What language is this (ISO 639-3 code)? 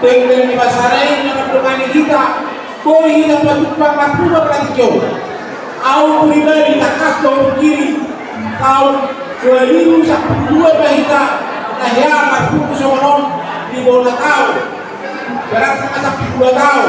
bbc